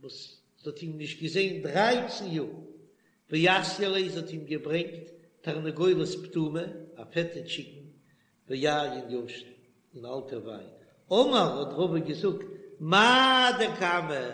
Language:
Yiddish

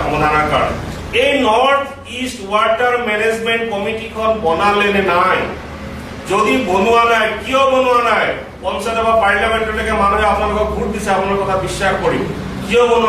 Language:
Assamese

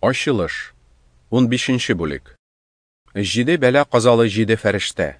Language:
Tatar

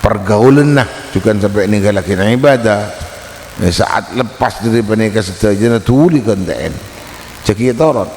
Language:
Madurese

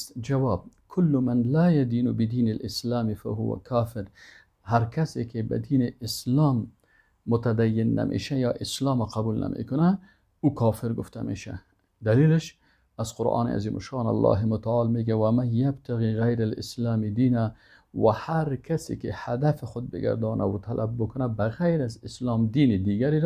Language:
Persian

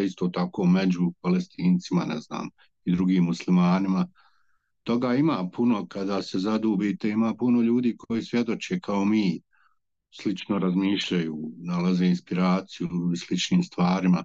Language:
Bosnian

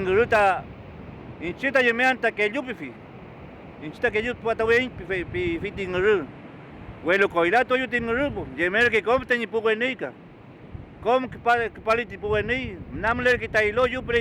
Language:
Mapuche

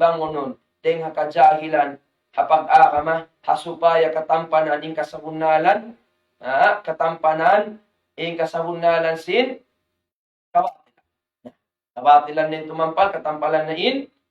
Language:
Tausug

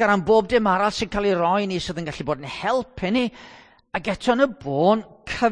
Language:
Welsh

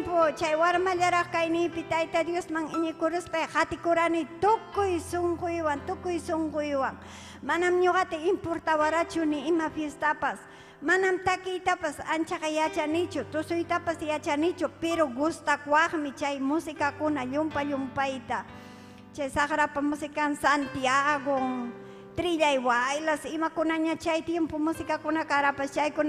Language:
Ayacucho Quechua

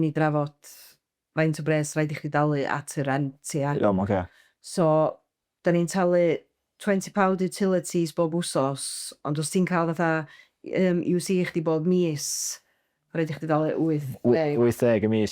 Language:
Welsh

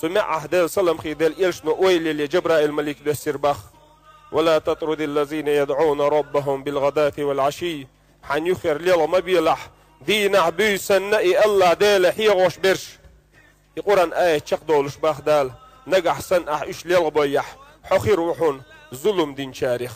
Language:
Chechen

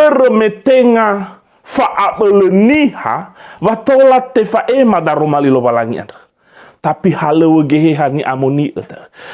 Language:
Nias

